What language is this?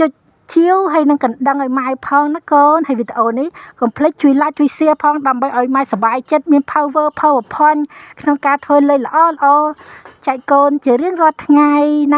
Khmer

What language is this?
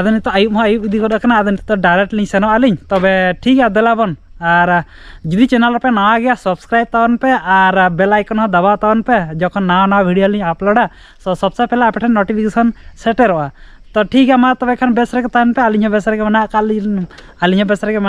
Santali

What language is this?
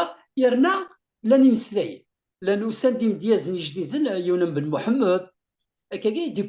Kabyle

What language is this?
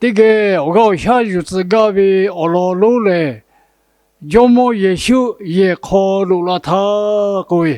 Lahu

